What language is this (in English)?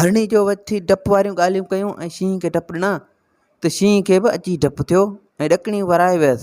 Sindhi